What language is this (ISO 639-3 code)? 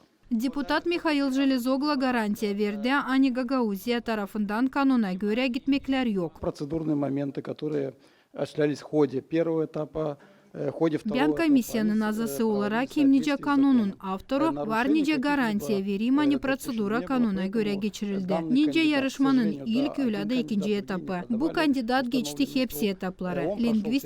gag